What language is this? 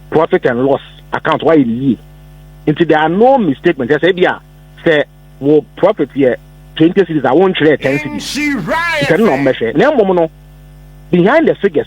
Akan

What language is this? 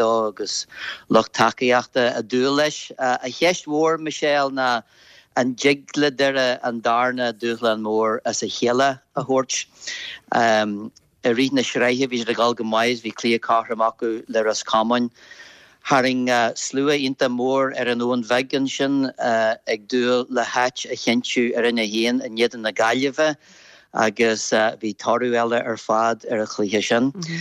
Irish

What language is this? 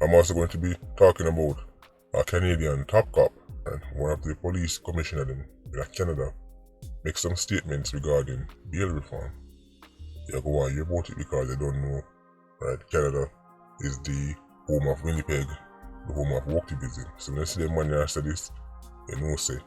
Jamaican Creole English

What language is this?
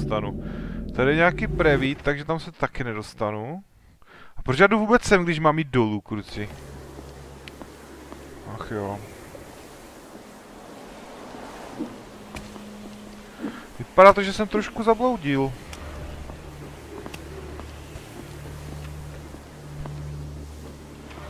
Czech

